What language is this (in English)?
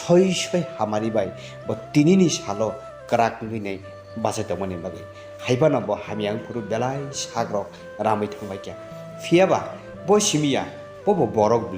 Kok Borok